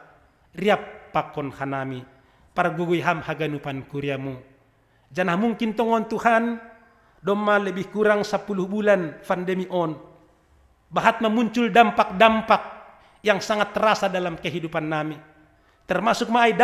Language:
Batak Simalungun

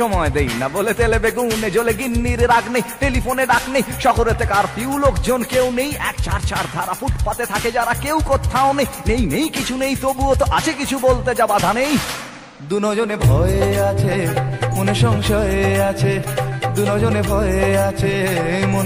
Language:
Bangla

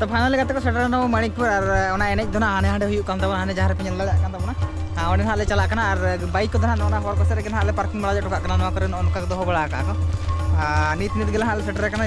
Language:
Santali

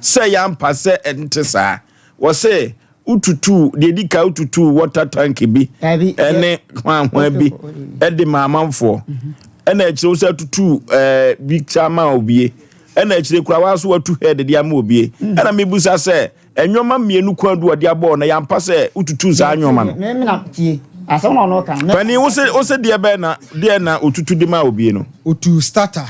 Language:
Akan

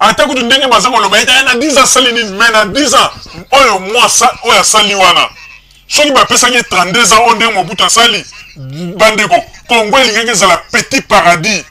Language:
Lingala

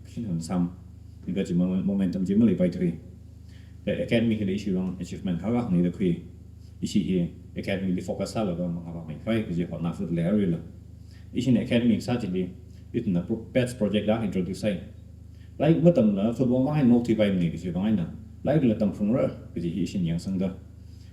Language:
Tangkhul Naga (India)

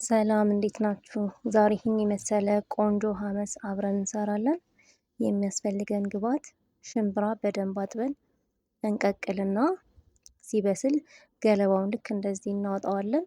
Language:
Amharic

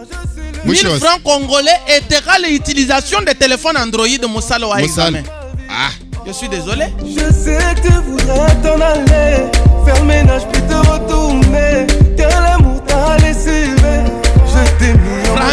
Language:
Luba-Lulua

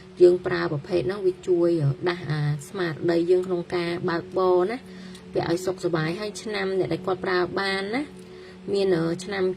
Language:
Khmer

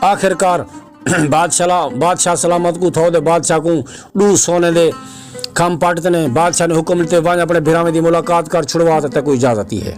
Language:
Saraiki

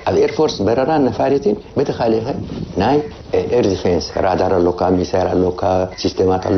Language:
Tigrinya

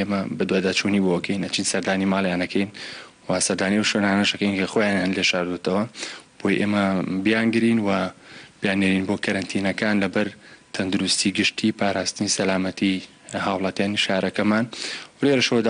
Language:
Central Kurdish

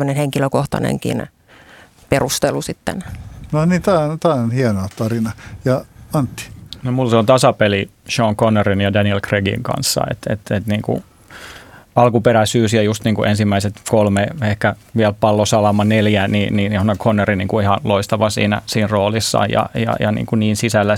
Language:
Finnish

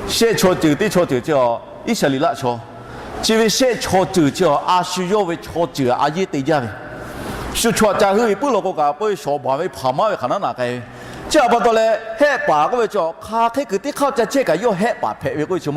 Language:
Lahu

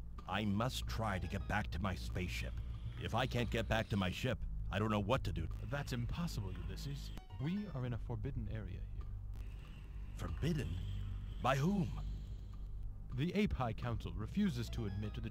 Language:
English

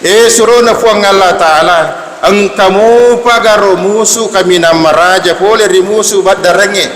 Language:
Buginese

